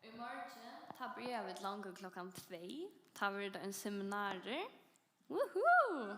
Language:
Faroese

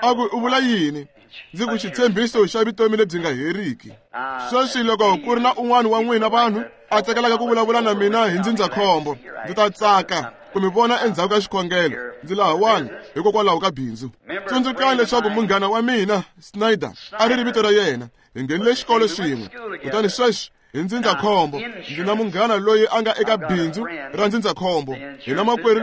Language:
Tsonga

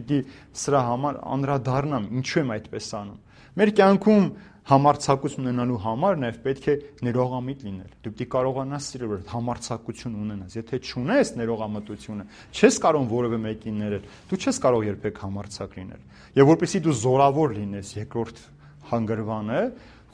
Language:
Armenian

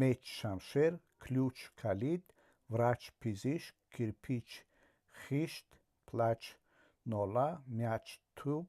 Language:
Tajik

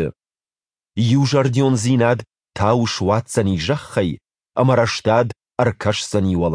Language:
Ossetic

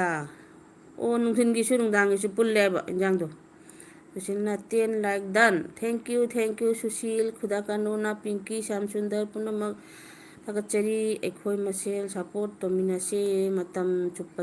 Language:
Manipuri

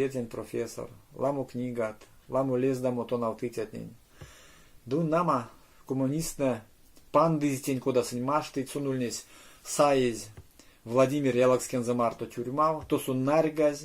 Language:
Erzya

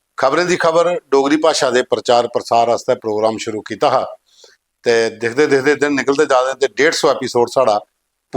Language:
Dogri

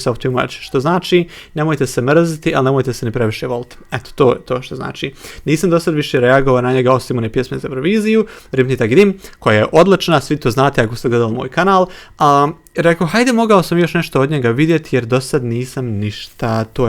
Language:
Bosnian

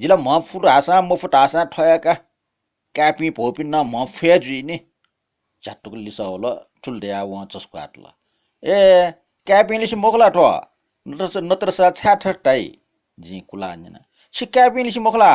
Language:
Newari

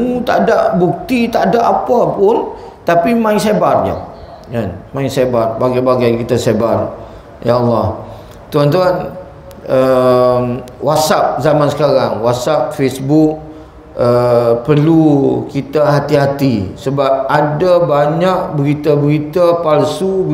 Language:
Malay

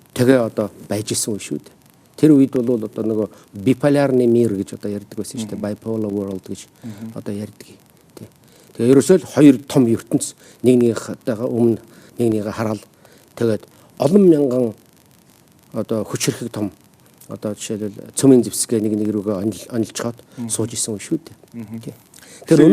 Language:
Mongolian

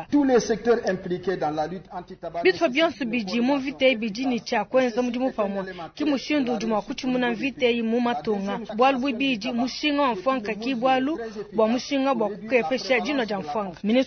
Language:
Luba-Lulua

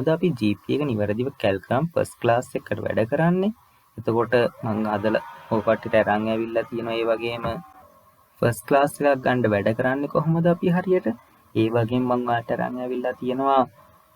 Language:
Sinhala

